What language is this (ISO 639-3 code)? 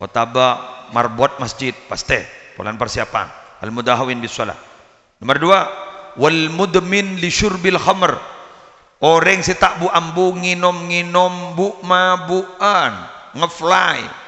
mad